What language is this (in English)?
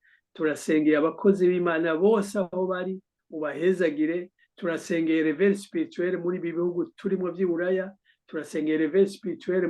Rundi